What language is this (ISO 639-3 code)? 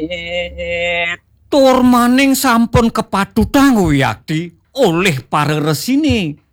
ban